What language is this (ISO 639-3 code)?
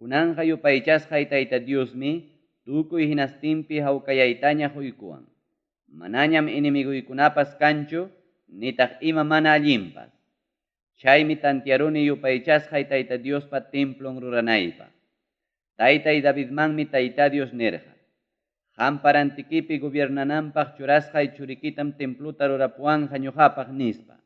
quy